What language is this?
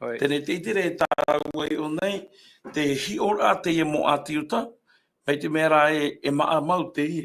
Tahitian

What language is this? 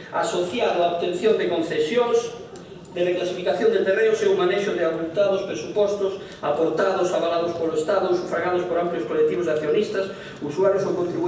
Galician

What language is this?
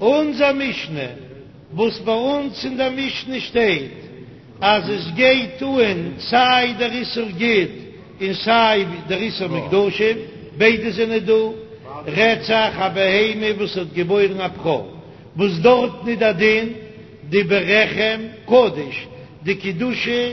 Yiddish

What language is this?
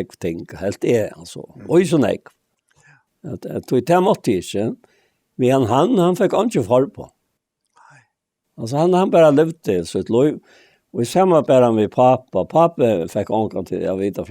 Faroese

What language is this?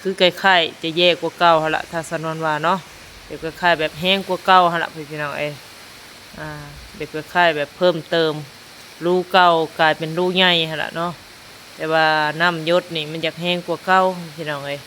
Lao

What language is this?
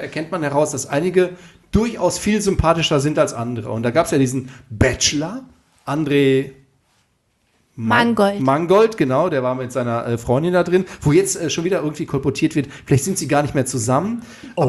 German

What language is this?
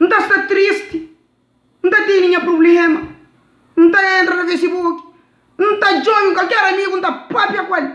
Kabuverdianu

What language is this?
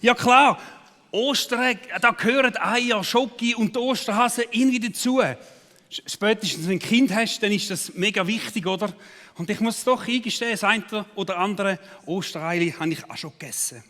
Swiss German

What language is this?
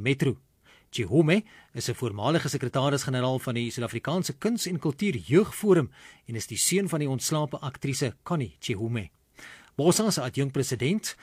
Afrikaans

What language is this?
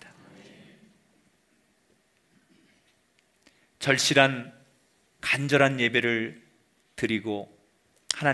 Korean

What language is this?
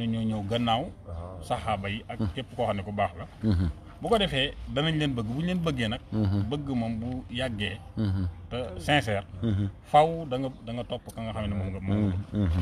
Wolof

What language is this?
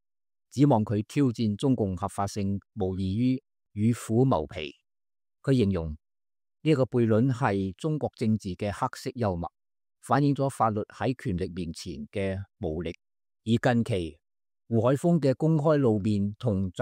Cantonese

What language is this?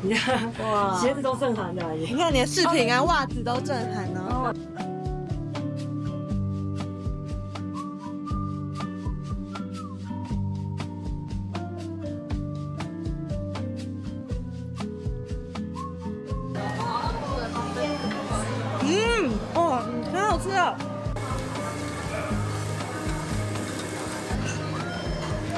Chinese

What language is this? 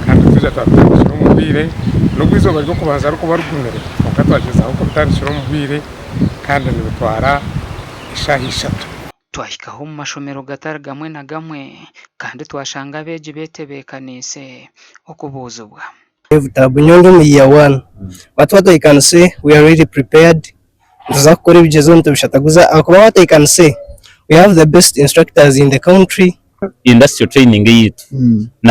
Nyankole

